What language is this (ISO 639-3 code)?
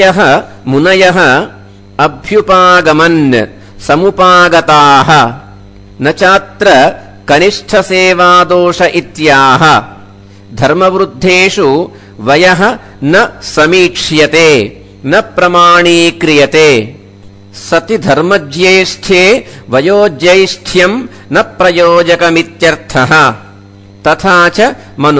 san